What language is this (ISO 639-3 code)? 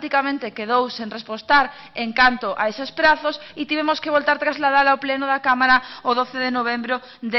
glg